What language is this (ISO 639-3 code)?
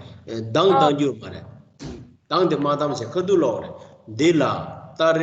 bod